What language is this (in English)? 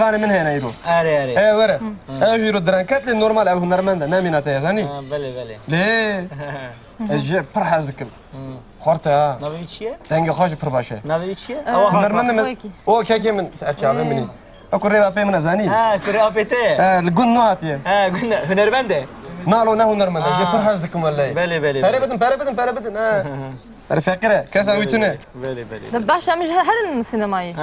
Kurdish